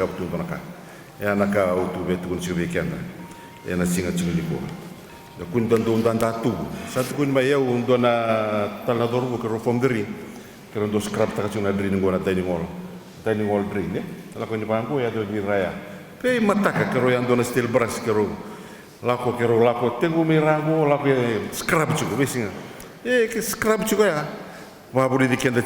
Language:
Fijian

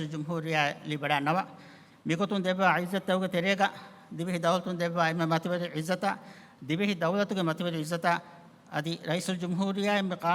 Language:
Divehi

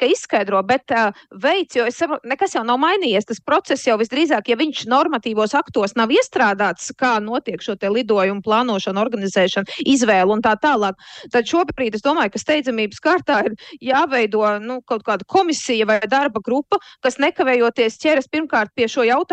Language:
Latvian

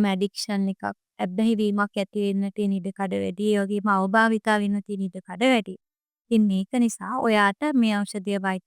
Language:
Sinhala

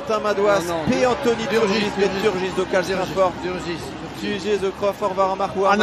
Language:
Breton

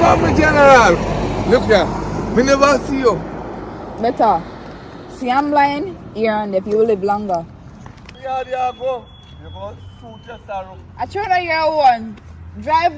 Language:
Jamaican Creole English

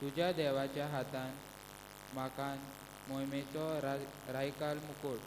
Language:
Konkani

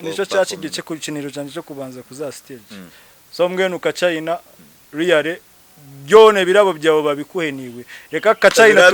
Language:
Nyankole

